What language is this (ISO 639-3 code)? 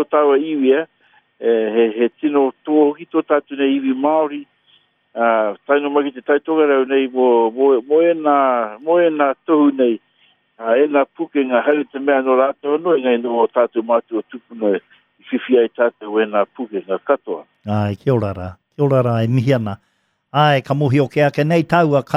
mri